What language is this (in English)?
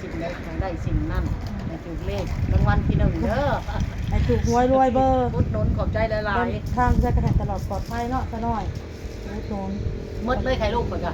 Northeastern Thai